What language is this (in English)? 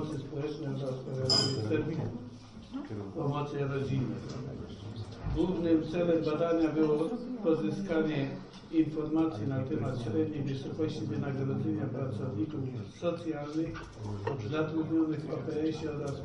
Polish